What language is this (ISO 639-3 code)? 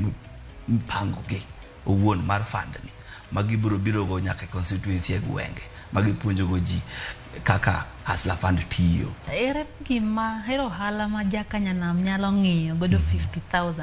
luo